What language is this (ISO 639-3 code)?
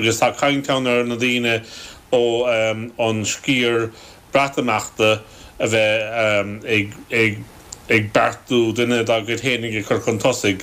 gle